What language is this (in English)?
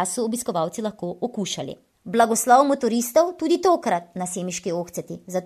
Slovenian